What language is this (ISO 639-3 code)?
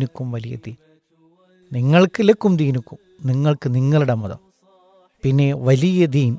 mal